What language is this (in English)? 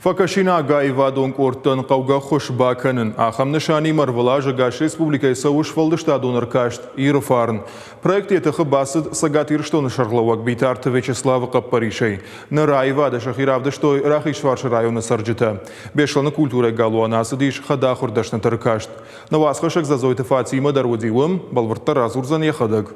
Ossetic